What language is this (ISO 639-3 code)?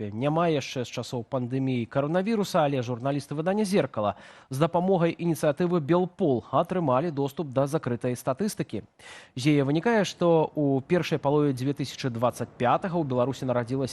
bel